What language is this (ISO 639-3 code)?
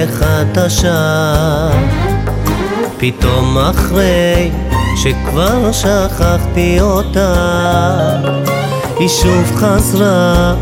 heb